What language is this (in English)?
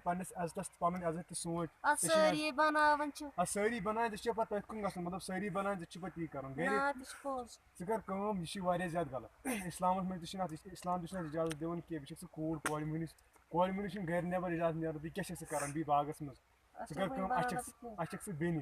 Kashmiri